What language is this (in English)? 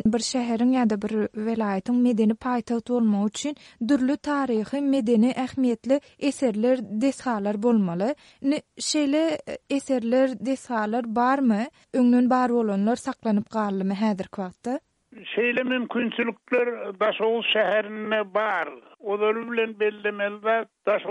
Turkmen